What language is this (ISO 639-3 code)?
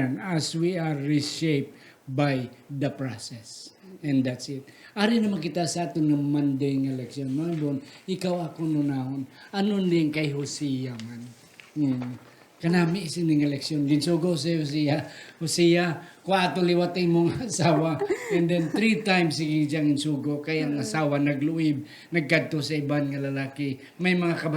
hil